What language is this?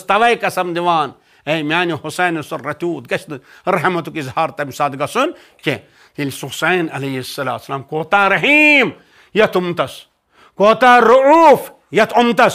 Kashmiri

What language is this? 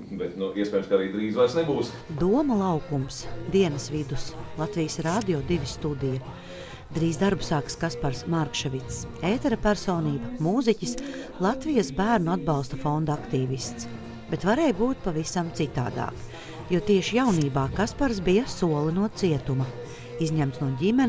Latvian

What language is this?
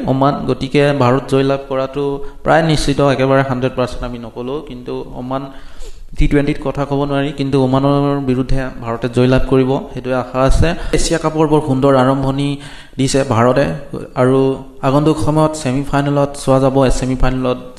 Assamese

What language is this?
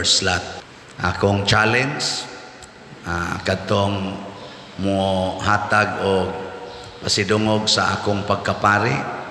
Cebuano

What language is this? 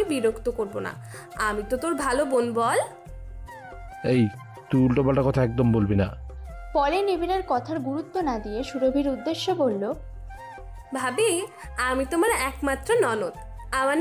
Bangla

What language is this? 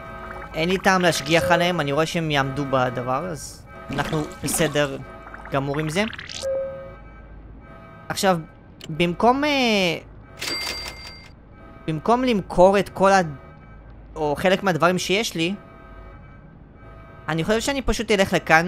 Hebrew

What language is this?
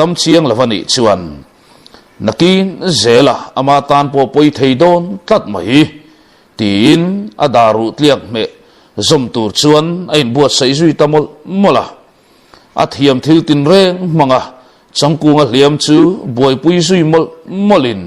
Mizo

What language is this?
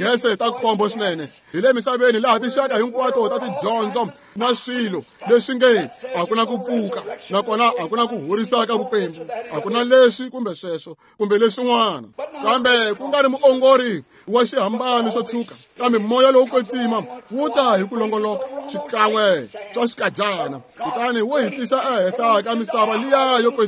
Tsonga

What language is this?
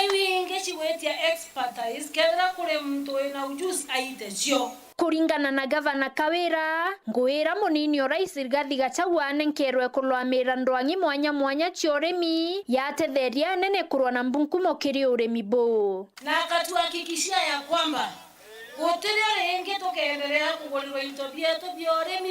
Meru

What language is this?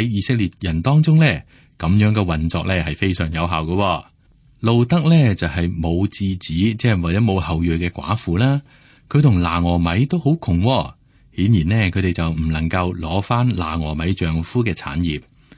Cantonese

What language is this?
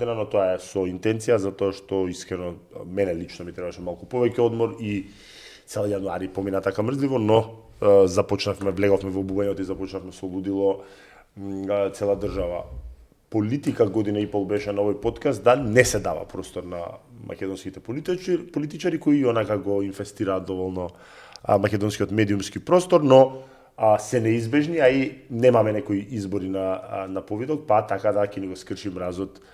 Macedonian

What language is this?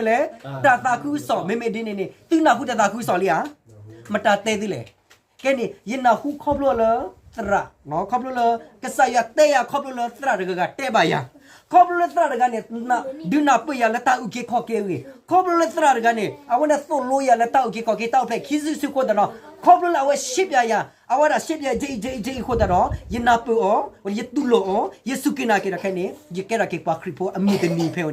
S'gaw Karen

